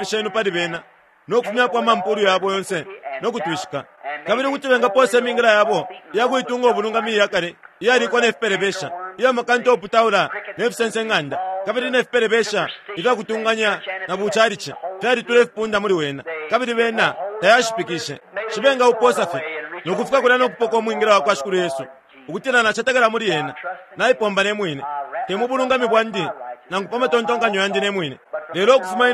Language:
Bemba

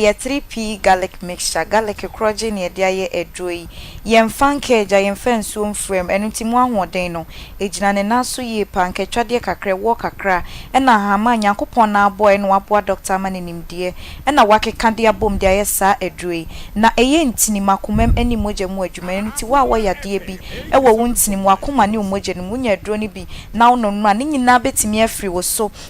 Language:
Akan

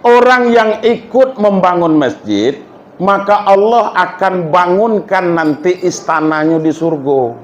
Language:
Minangkabau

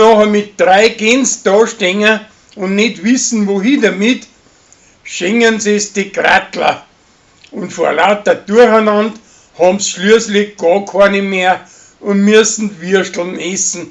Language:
Bavarian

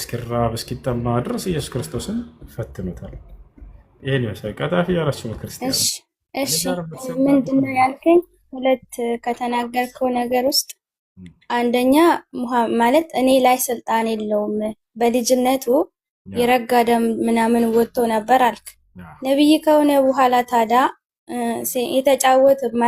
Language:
Amharic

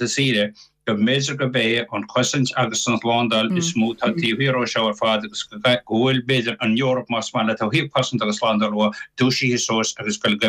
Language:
Irish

